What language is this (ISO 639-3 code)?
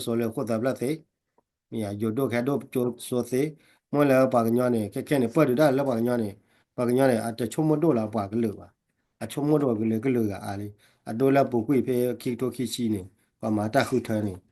ksw